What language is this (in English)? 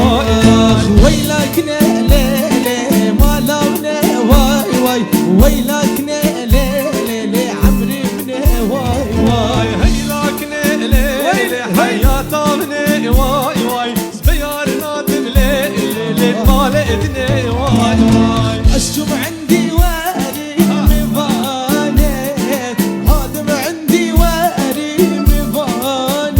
Kurdish